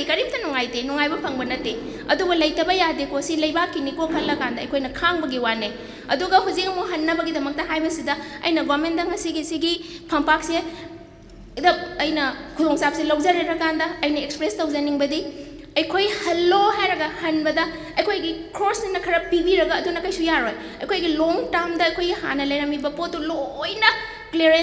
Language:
Manipuri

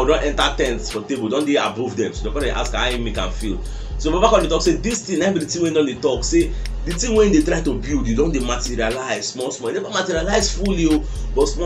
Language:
Nigerian Pidgin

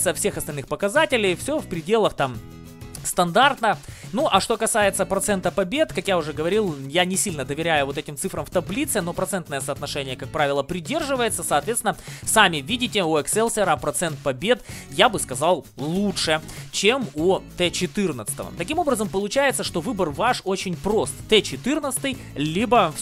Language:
Russian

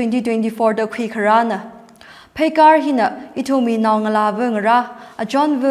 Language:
Tangkhul Naga (India)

